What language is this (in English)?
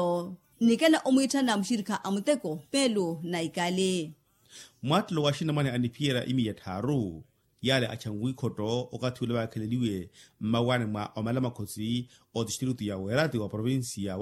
Makhuwa